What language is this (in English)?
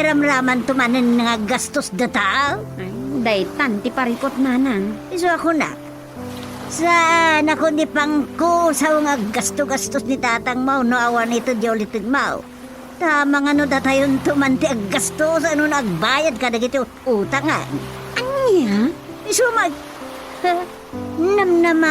Iloko